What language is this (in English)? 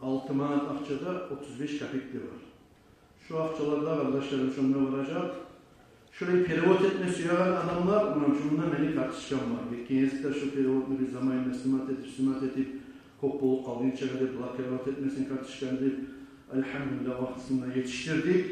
Kumyk